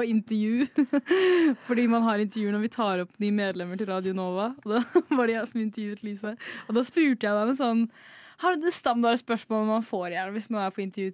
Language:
Norwegian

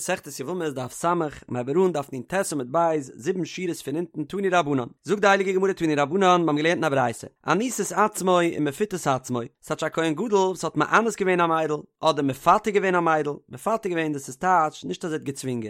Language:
Yiddish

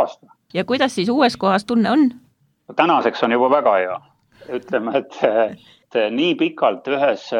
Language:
Estonian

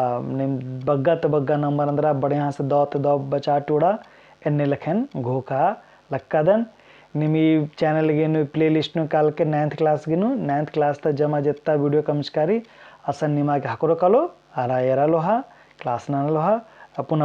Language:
Kurukh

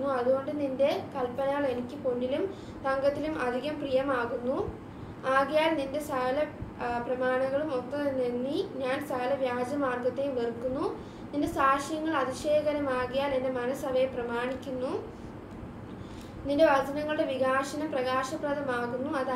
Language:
Malayalam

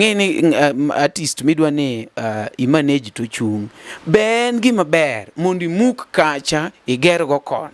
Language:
Luo (Kenya and Tanzania)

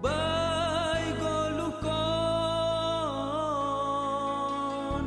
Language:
Batak Simalungun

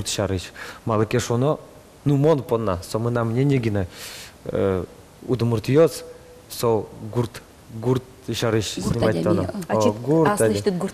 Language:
Udmurt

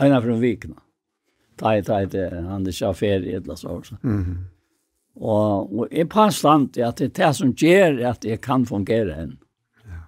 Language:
Faroese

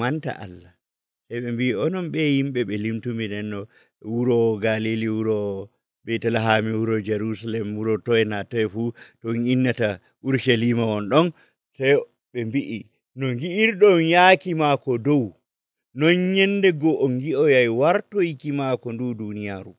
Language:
Nigerian Fulfulde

